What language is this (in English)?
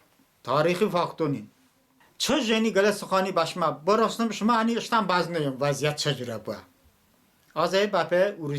Talysh